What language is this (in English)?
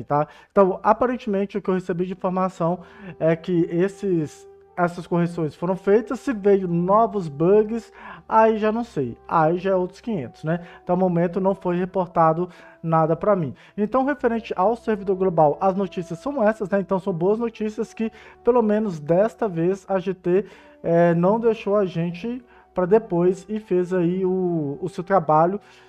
Portuguese